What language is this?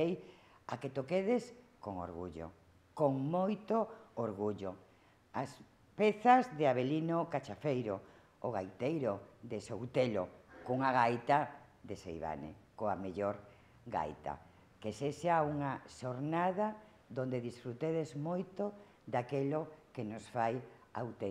Galician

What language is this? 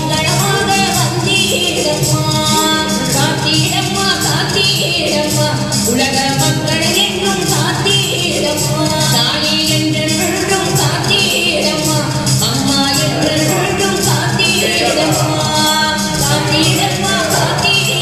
Tamil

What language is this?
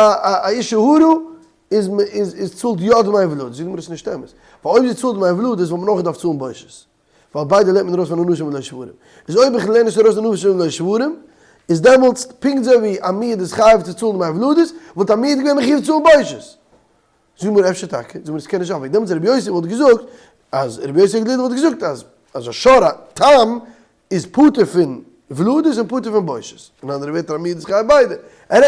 Yiddish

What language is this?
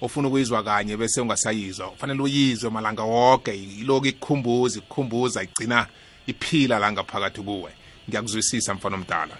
South Ndebele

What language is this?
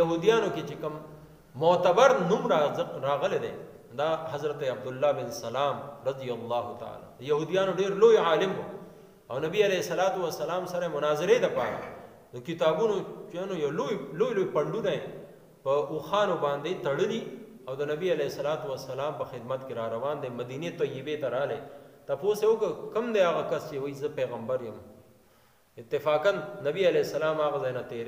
Pashto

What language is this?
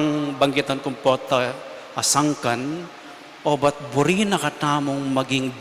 Pampanga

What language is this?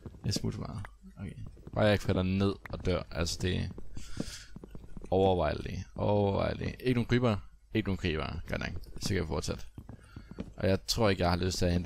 Danish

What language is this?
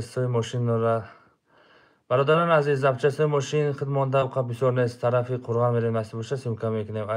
Tajik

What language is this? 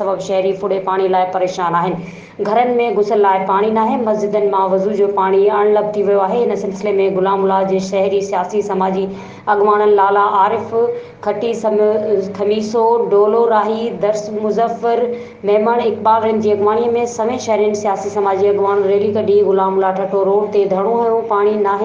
Sindhi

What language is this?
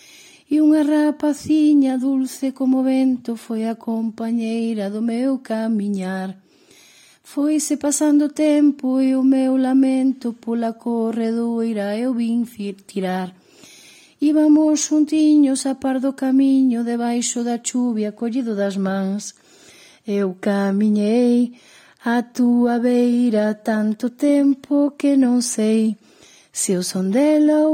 Galician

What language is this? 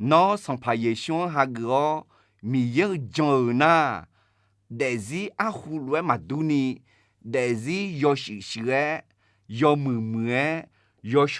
Akha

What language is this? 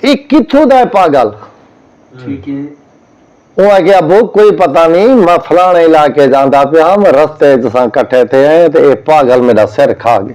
Saraiki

